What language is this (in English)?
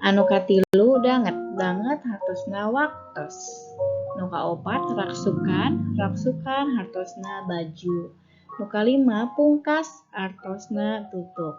Sundanese